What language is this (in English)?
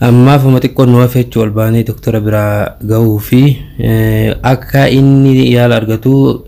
Oromo